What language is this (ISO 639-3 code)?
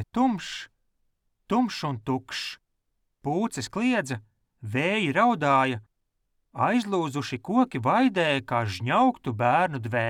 lav